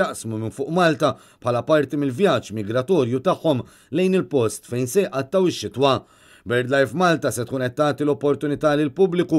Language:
Maltese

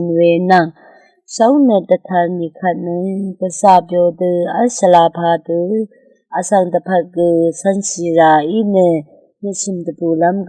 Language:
Rawang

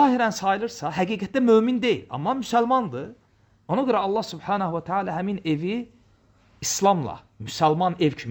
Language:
Azerbaijani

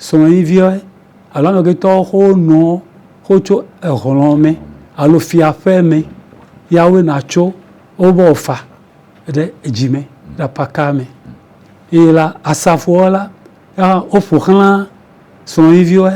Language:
Ewe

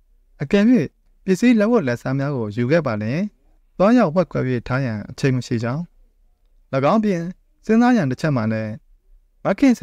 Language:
Burmese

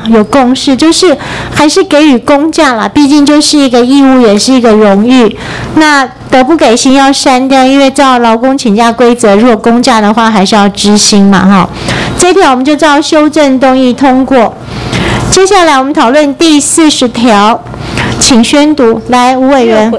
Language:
Chinese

